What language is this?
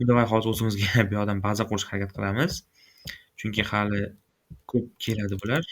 Uzbek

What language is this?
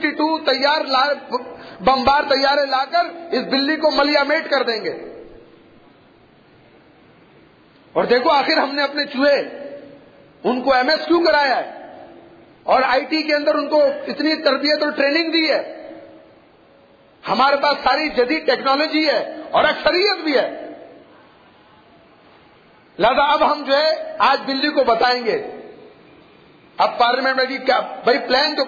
Urdu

